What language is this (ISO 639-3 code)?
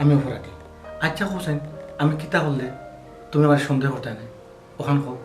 syl